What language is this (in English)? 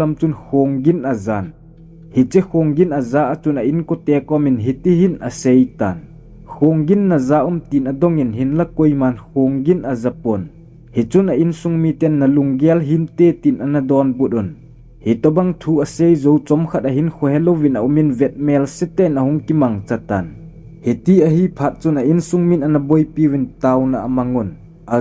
Thado Chin